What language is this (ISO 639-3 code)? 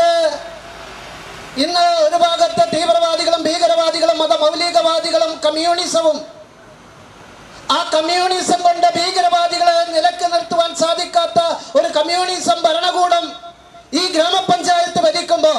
mal